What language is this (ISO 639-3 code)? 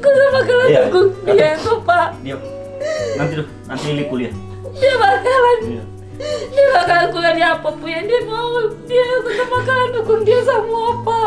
abs